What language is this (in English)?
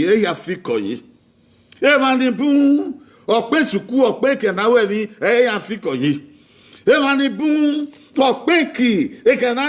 Bini